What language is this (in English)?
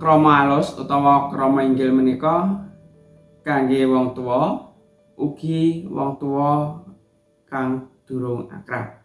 Javanese